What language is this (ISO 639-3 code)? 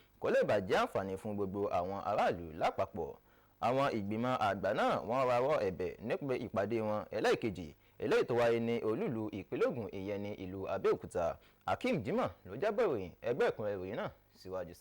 yor